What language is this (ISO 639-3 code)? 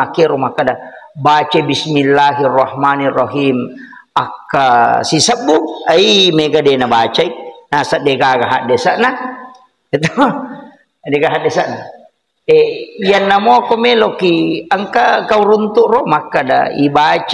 bug